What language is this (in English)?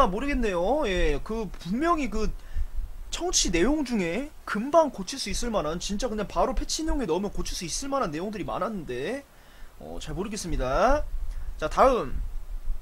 Korean